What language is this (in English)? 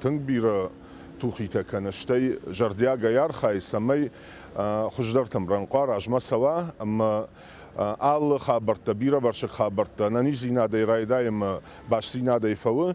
Ossetic